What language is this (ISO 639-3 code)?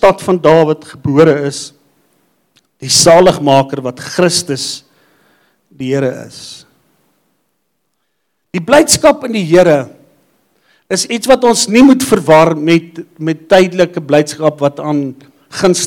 afr